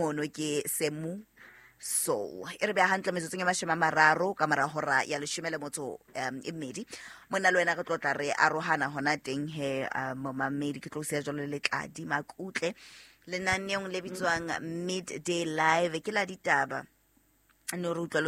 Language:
Southern Sotho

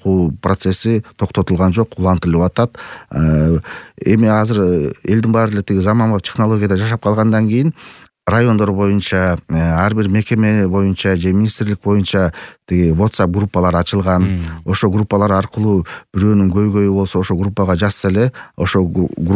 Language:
Kyrgyz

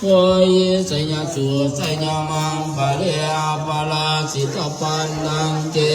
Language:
Pali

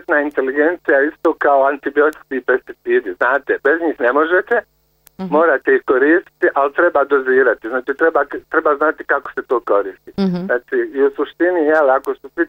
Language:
Bosnian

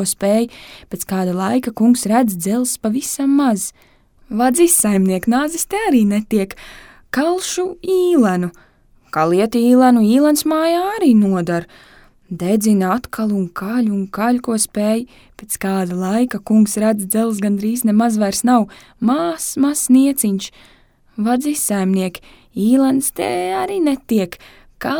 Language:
Latvian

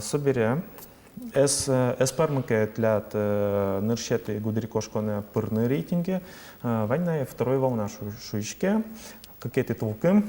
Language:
Udmurt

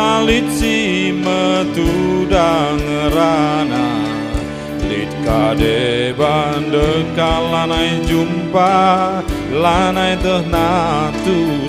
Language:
Batak Karo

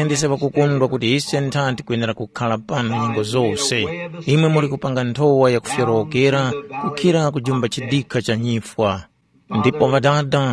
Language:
Tumbuka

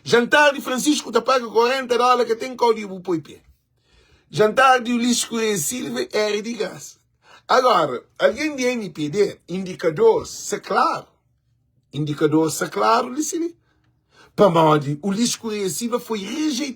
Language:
Kabuverdianu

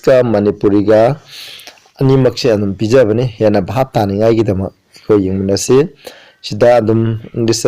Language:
Manipuri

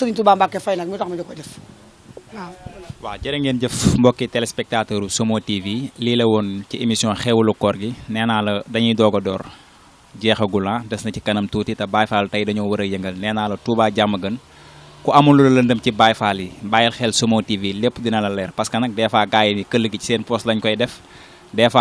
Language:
Wolof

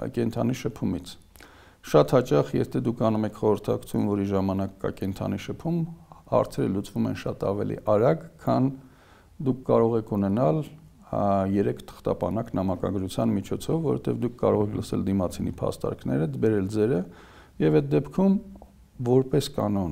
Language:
Armenian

